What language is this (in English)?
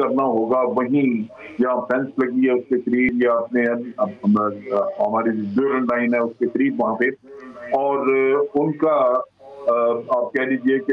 Urdu